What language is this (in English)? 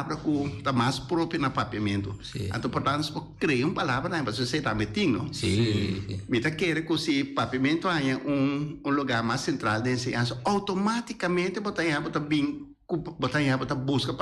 Papiamento